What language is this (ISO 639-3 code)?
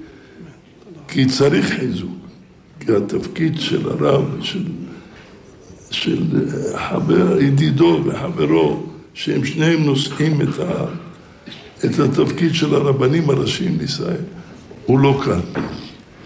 heb